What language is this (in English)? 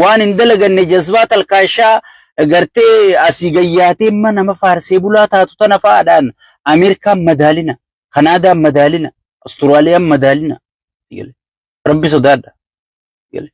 Oromo